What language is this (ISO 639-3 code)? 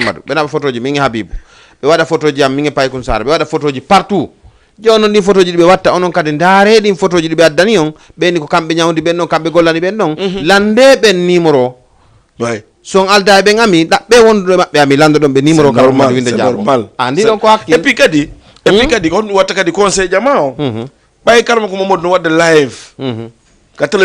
ful